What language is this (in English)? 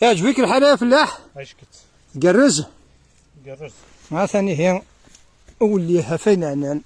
Kabyle